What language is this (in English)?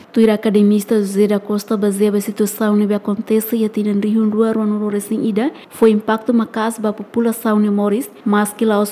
Tetum